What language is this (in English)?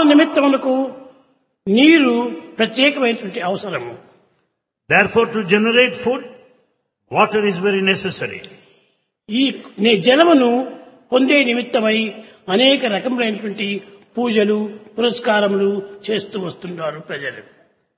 Telugu